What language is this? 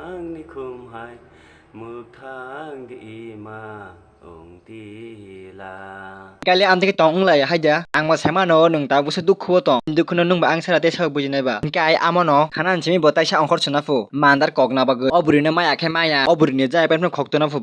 Kok Borok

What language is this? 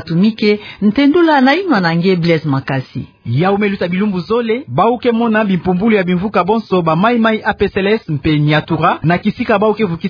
Kituba (Democratic Republic of Congo)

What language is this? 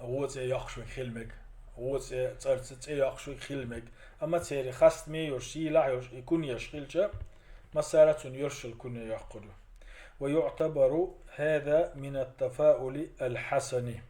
Chechen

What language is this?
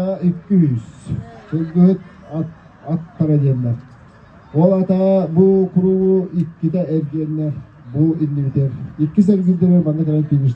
Yakut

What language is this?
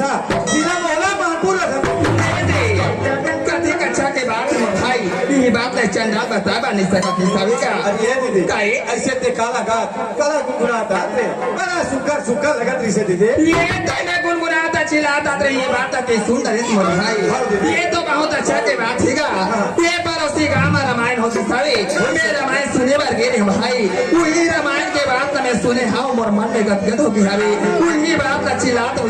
Chhattisgarhi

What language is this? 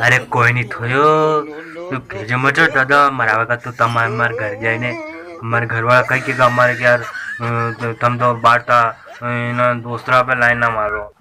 Rajasthani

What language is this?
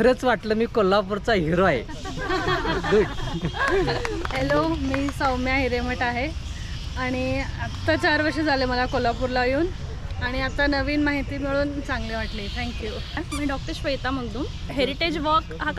Marathi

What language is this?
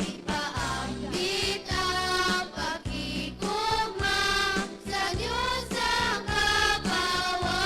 Hiligaynon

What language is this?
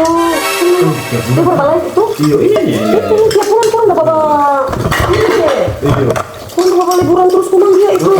Manado Malay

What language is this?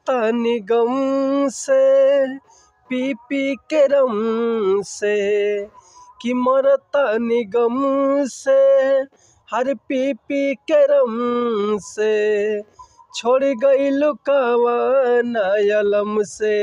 Bhojpuri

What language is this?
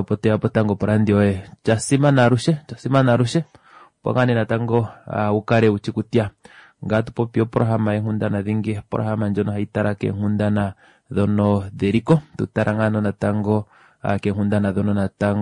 Kuanyama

